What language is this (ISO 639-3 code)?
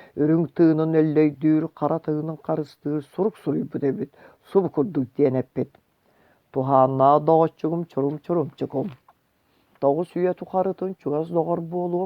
sah